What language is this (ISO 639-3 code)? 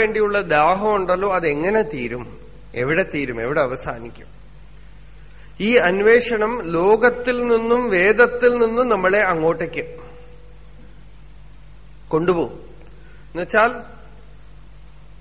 mal